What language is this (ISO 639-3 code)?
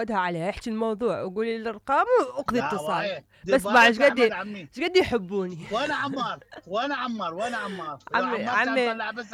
acm